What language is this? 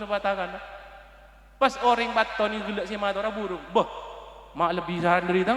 Madurese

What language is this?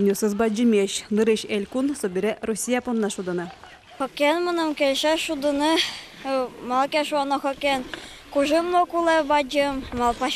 Udmurt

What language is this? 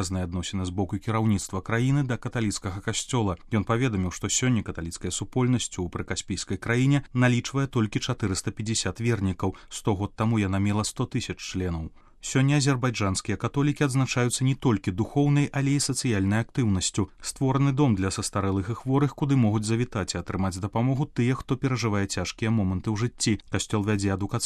Belarusian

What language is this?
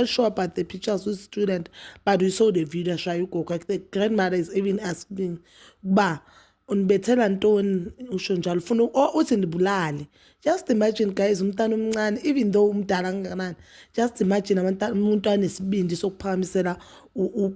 Zulu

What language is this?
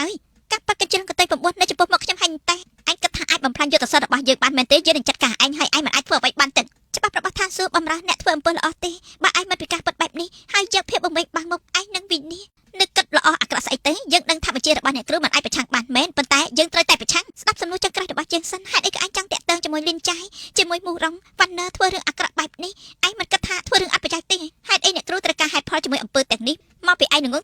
Khmer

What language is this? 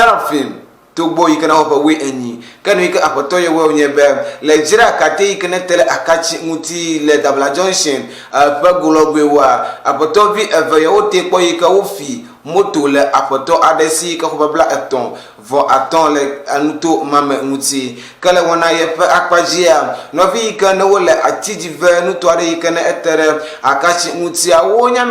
Ewe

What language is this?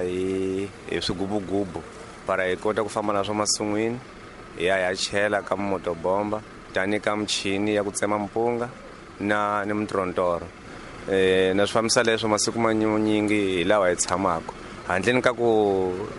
Tsonga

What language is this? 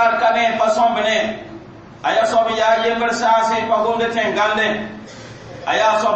Mossi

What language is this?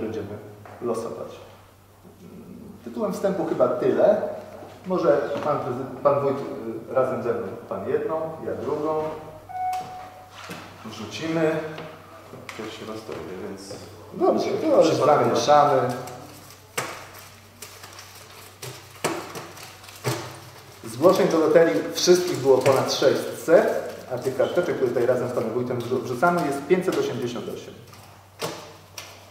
Polish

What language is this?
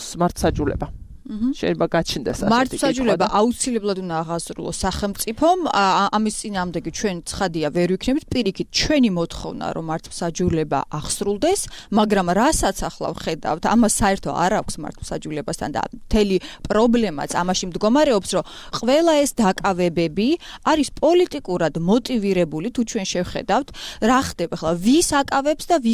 Georgian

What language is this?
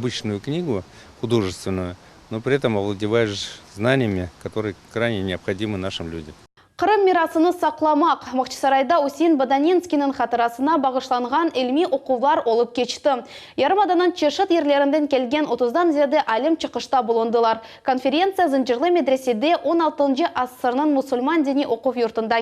Crimean Tatar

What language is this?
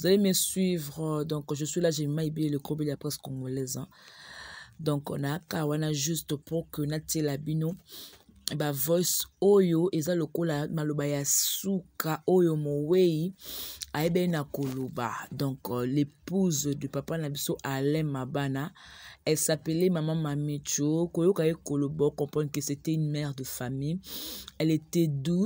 Lingala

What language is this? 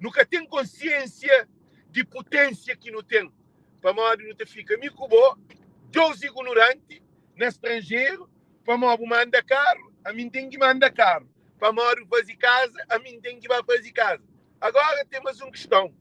Kabuverdianu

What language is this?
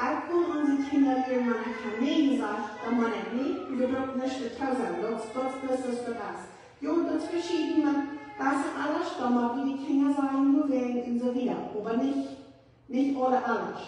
Plautdietsch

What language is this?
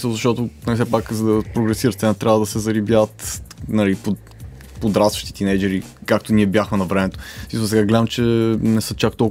Bulgarian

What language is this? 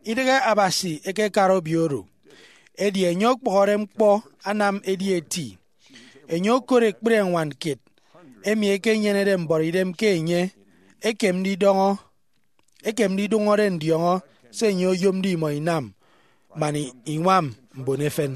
Efik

